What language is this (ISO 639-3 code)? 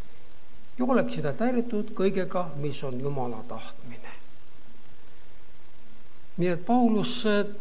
est